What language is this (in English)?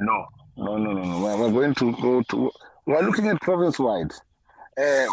English